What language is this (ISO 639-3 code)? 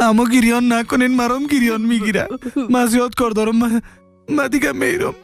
fas